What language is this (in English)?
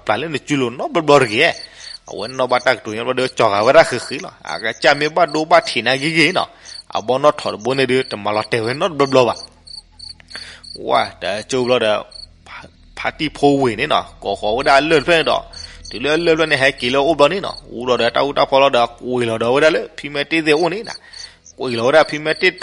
S'gaw Karen